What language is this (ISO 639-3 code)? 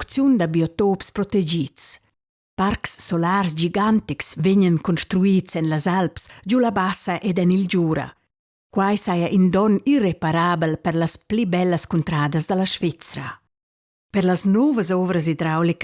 roh